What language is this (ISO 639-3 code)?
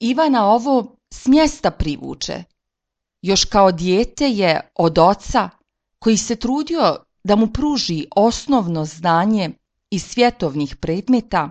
srp